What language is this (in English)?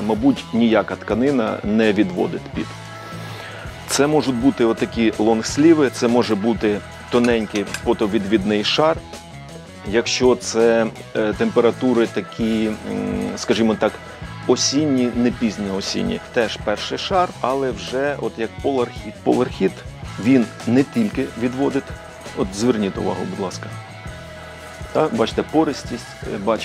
Ukrainian